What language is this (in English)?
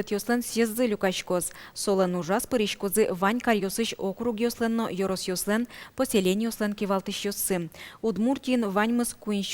Udmurt